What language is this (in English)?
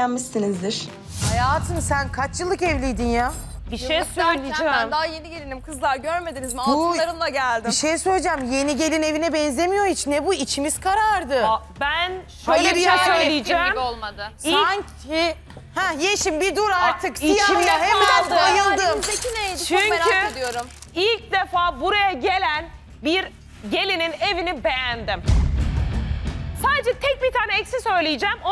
Turkish